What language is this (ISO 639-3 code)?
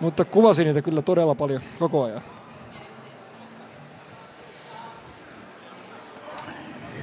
fin